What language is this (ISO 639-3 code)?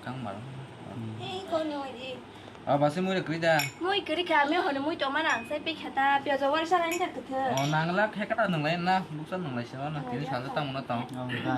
trp